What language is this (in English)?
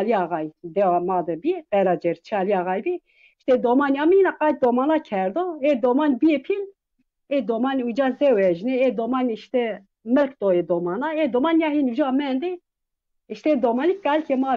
Zaza